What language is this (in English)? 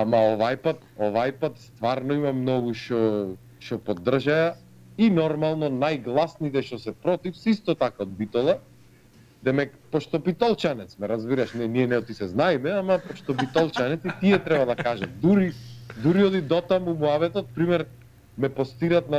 Macedonian